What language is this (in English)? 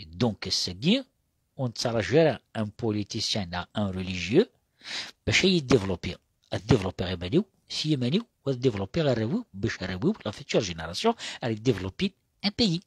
Kabyle